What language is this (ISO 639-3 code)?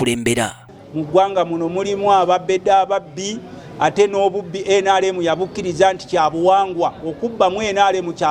lug